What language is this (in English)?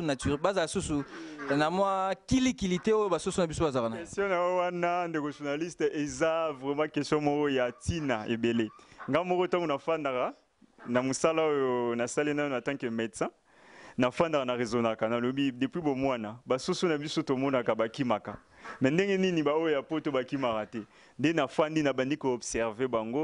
Lingala